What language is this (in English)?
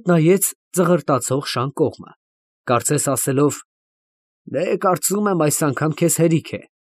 Armenian